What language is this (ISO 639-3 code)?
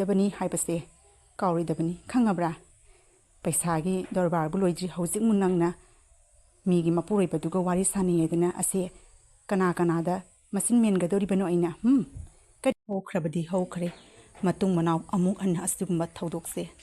mni